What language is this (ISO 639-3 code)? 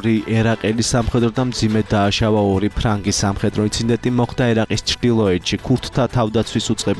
kat